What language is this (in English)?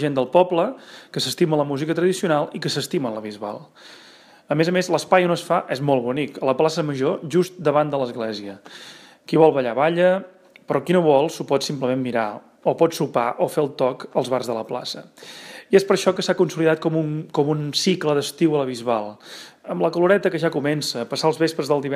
Catalan